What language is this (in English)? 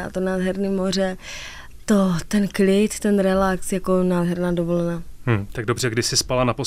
Czech